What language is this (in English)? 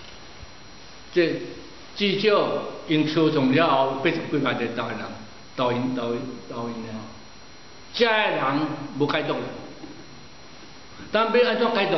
Min Nan Chinese